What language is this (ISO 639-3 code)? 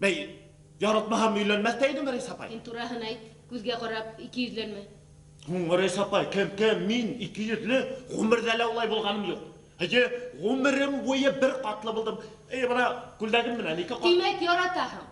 bak